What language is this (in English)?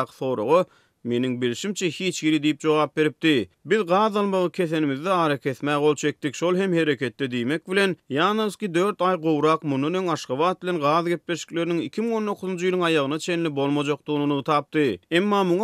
Turkmen